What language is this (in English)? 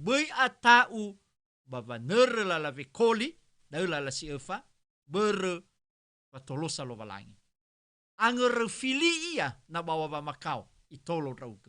Nias